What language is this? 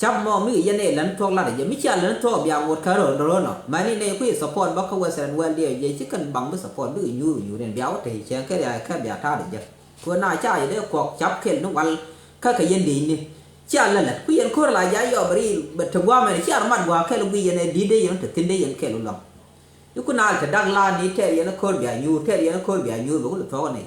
Nuer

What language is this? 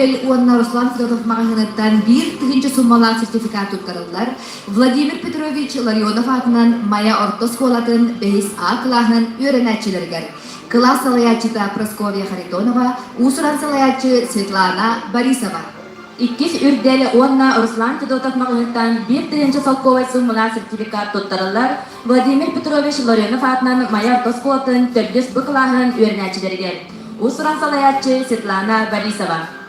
Yakut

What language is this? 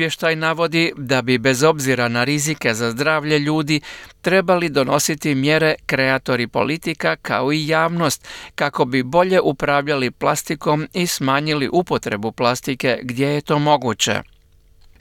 Croatian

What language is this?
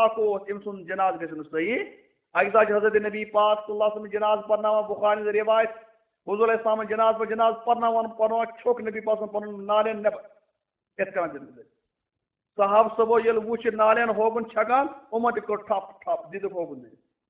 Kashmiri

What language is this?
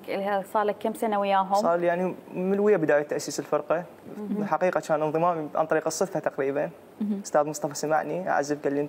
Mesopotamian Arabic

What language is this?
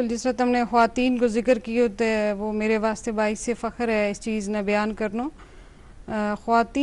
Gujari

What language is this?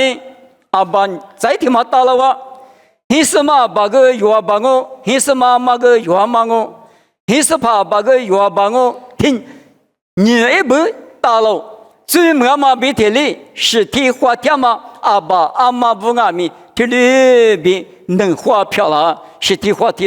Lisu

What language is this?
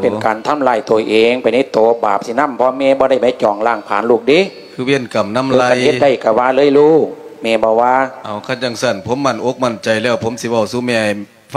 Lao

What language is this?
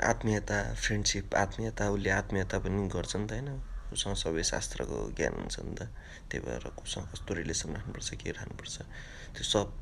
Nepali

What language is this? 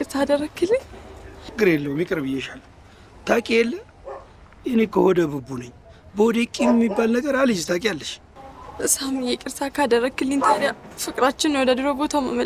Amharic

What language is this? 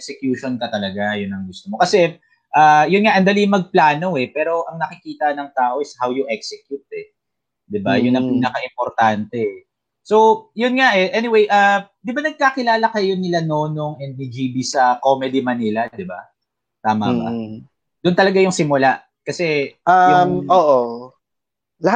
Filipino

